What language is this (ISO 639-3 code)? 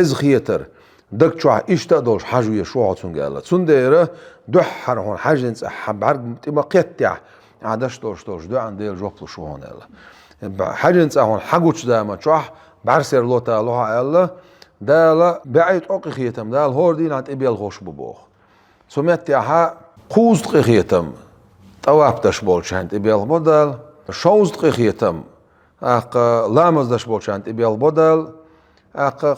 che